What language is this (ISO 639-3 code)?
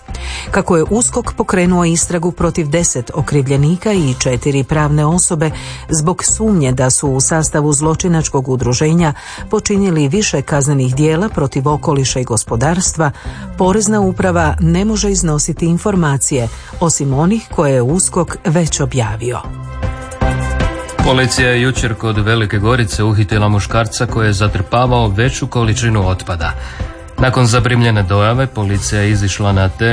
hrv